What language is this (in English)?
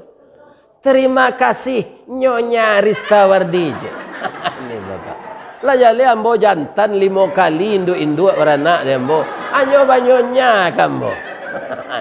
Minangkabau